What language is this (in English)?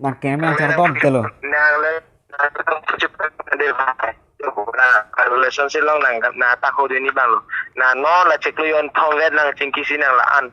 Karbi